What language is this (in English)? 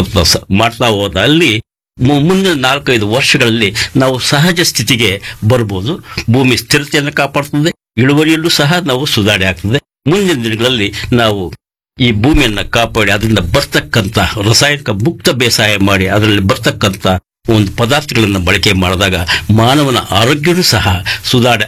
Kannada